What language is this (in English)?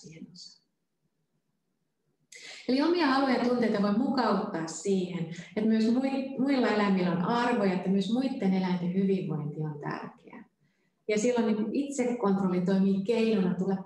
Finnish